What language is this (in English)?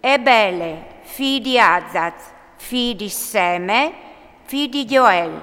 Friulian